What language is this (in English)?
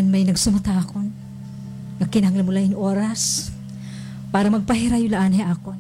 Waray